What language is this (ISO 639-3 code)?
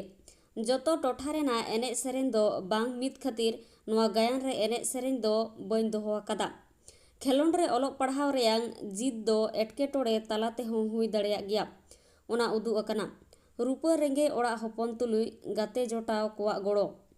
sat